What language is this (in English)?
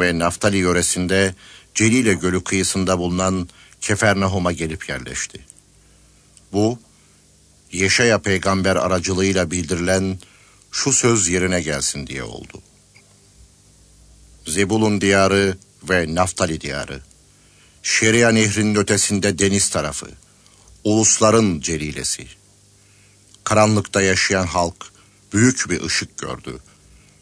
Turkish